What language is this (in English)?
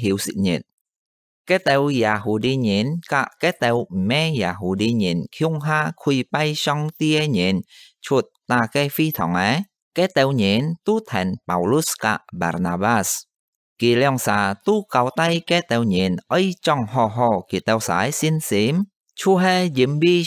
Hakka Chinese